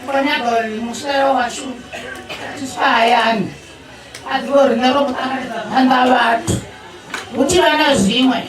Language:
Venda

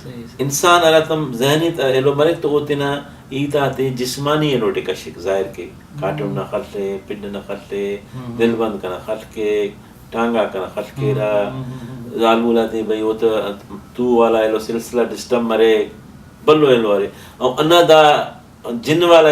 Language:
Brahui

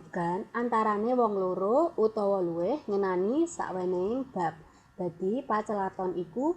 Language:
Javanese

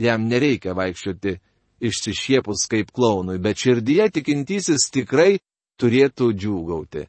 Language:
Lithuanian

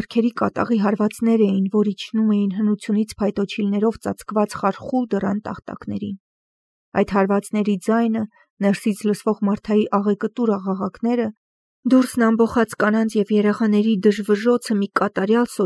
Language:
Armenian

